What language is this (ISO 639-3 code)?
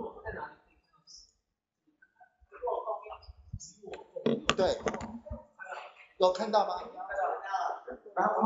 zho